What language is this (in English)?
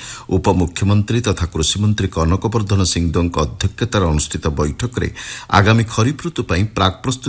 Odia